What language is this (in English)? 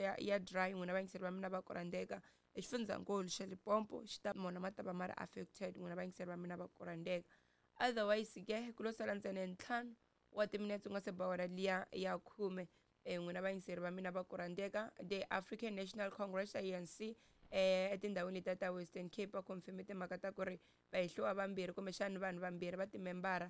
Tsonga